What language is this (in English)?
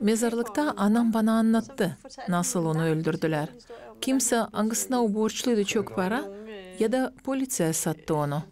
Gagauz